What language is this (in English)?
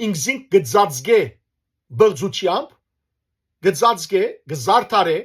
Western Armenian